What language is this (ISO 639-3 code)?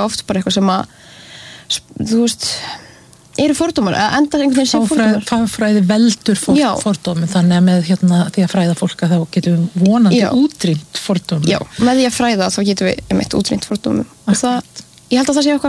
isl